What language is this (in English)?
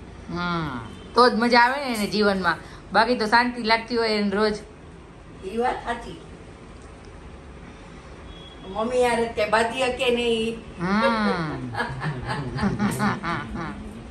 Gujarati